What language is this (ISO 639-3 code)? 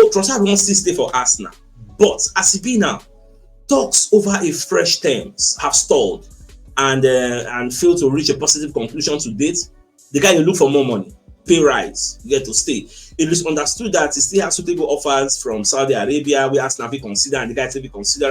pcm